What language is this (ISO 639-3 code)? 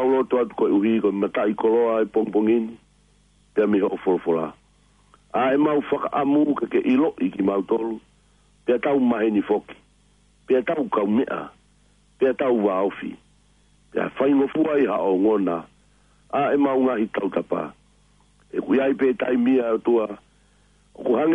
ton